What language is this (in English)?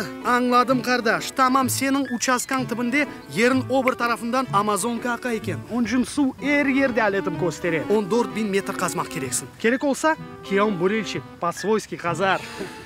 Crimean Tatar